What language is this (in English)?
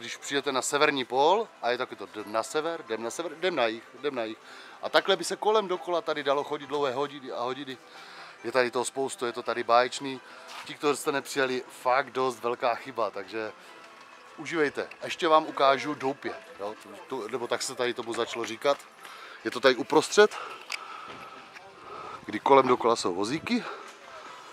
Czech